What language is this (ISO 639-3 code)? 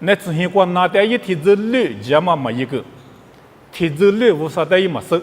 lis